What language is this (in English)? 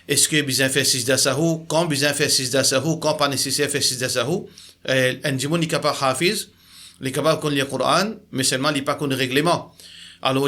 Morisyen